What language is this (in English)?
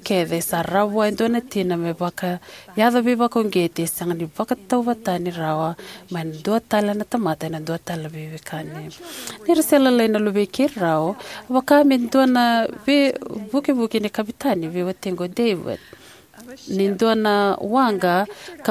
Fijian